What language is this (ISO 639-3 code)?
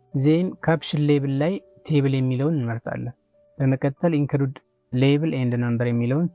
amh